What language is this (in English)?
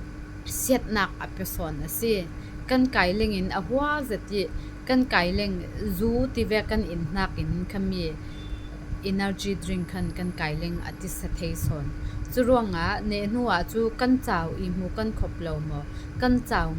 Falam Chin